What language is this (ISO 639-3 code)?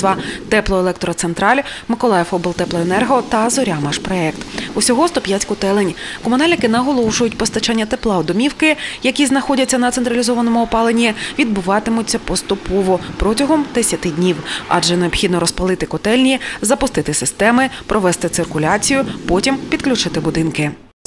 ukr